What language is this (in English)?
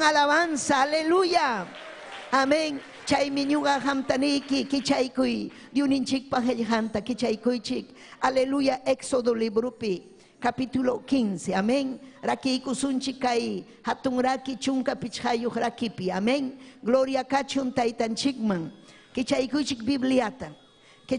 Ayacucho Quechua